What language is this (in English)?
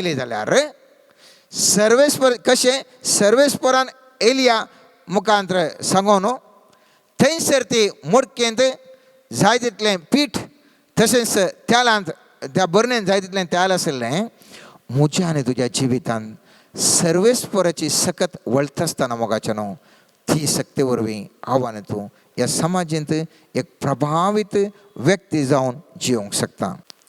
Konkani